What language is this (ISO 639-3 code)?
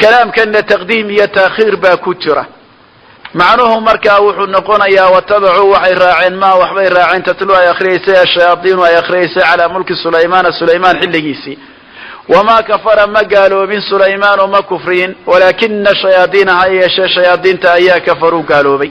som